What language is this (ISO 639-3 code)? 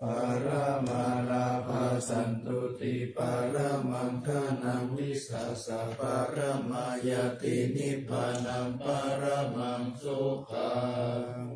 pli